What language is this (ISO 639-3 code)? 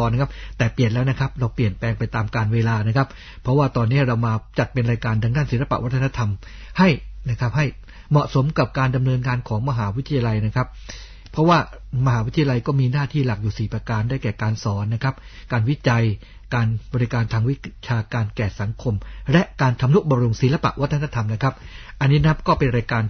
tha